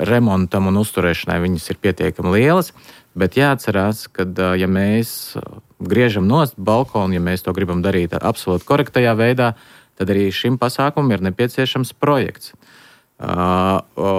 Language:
Latvian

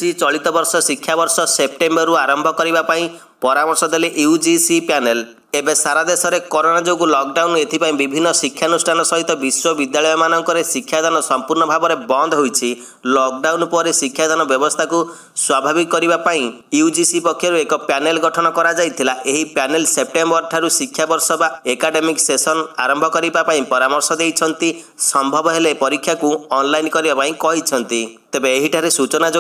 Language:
Odia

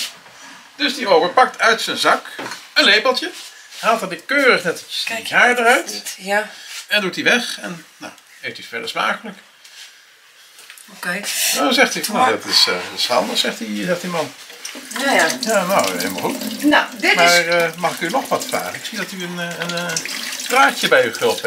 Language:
Dutch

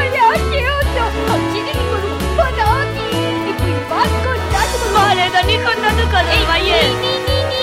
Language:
Basque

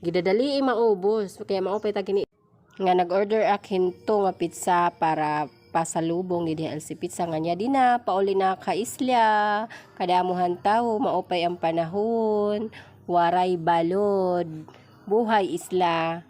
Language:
Waray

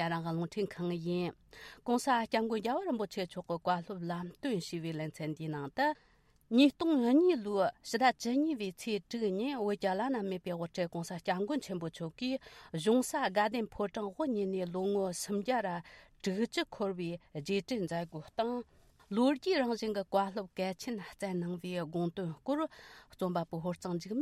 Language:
Tibetan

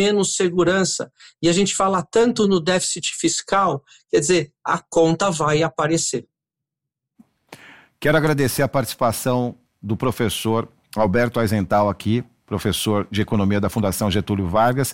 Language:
Portuguese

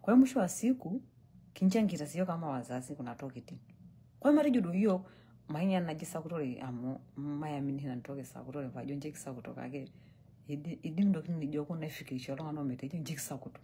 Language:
Masai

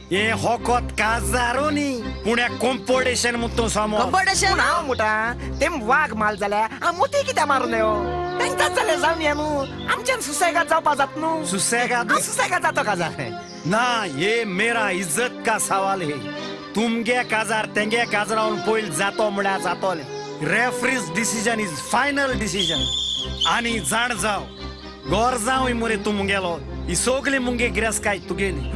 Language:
Konkani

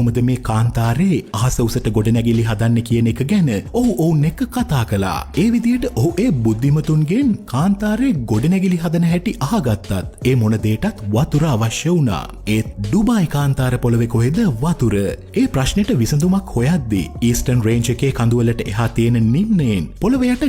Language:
Sinhala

